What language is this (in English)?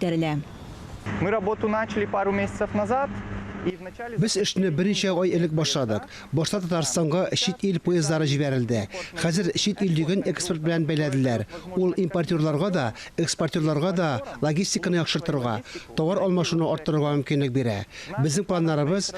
Tatar